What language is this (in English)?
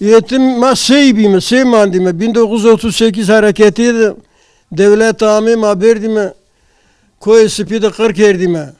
Zaza